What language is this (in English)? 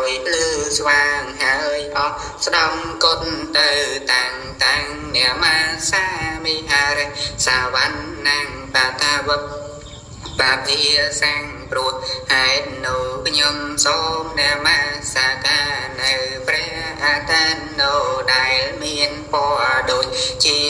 Khmer